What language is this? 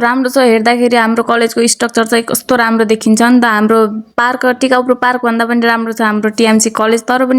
Nepali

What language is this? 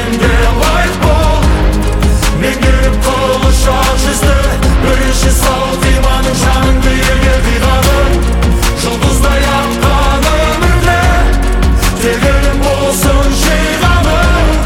Kazakh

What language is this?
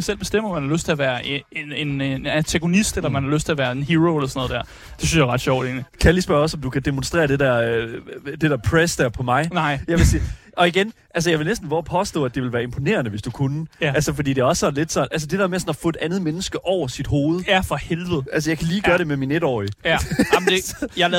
Danish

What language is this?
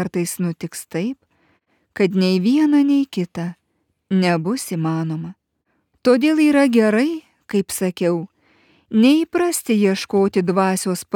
Lithuanian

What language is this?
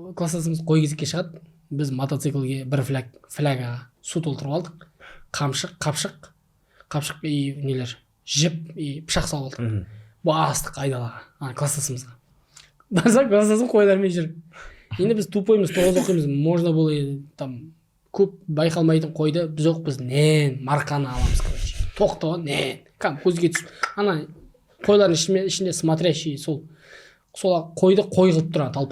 Kazakh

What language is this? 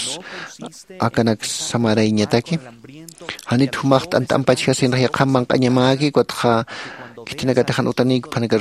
Aymara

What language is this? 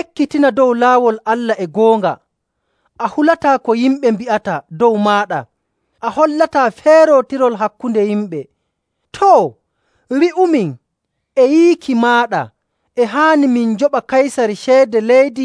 Nigerian Fulfulde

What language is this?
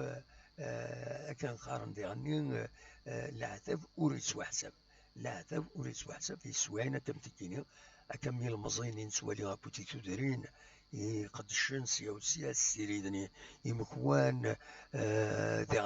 Kabyle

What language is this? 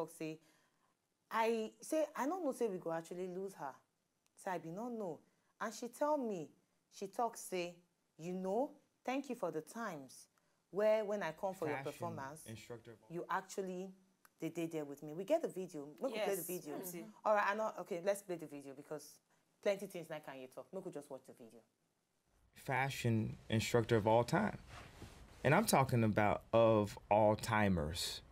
Nigerian Pidgin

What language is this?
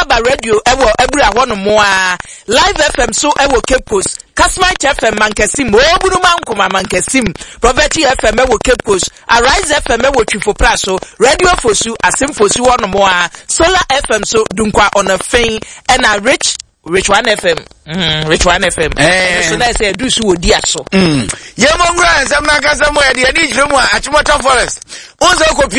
Akan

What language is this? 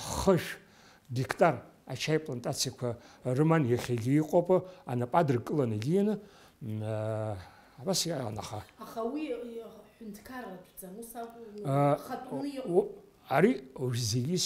Abkhazian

